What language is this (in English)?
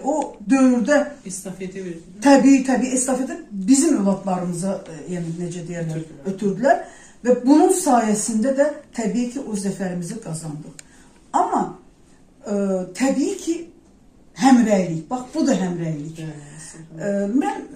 Azerbaijani